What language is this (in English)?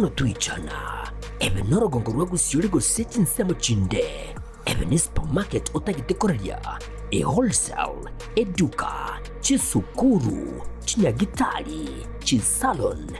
Gusii